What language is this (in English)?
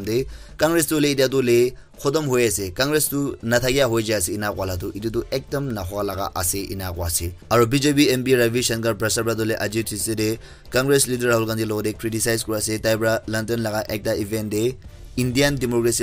Naga Pidgin